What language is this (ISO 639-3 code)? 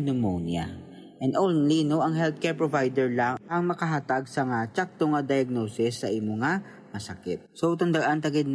hil